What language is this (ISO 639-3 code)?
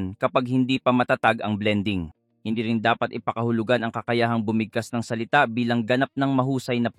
fil